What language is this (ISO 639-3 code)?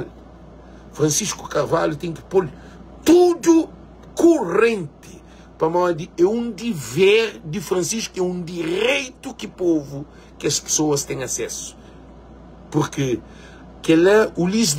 kea